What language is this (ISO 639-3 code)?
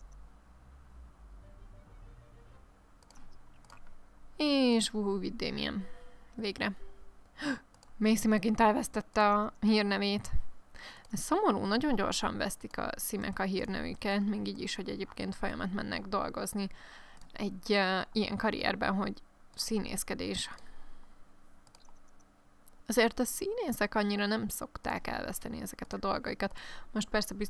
hun